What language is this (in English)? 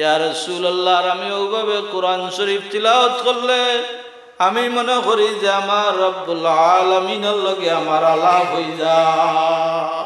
Sylheti